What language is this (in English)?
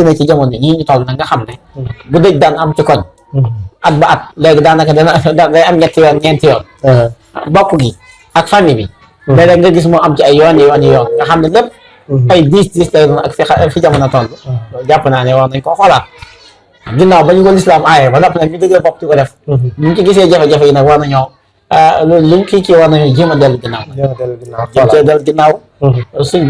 Wolof